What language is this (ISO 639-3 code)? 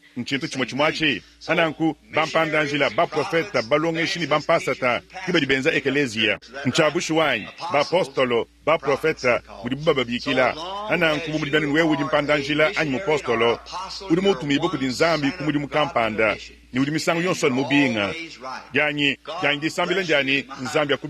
lua